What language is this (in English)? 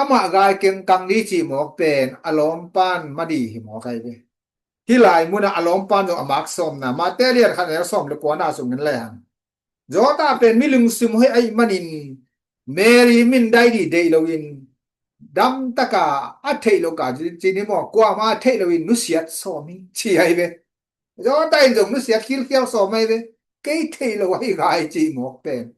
Tedim Chin